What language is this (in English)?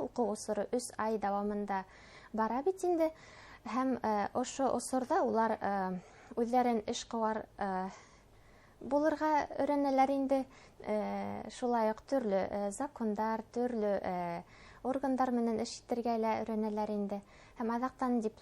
Bashkir